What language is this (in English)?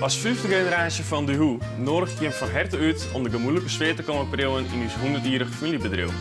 Western Frisian